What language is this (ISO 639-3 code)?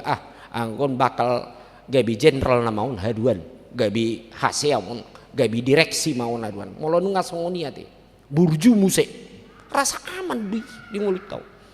bbc